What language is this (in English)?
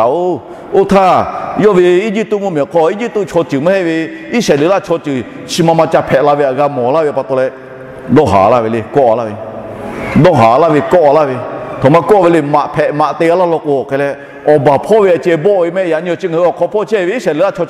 Lahu